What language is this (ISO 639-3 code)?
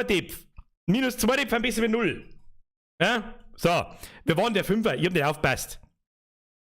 bar